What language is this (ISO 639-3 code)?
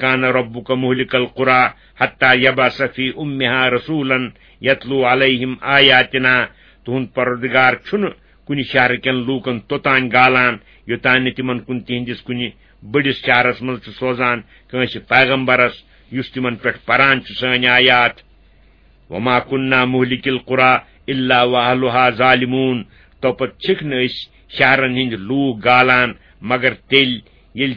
kas